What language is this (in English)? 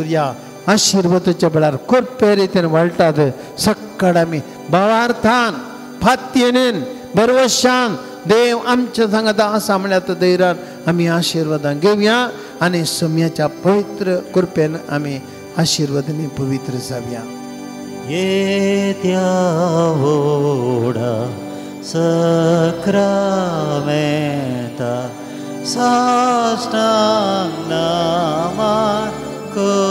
Konkani